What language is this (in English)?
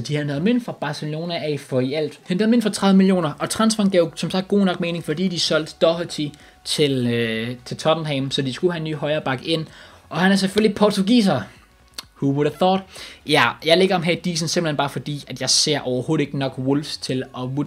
Danish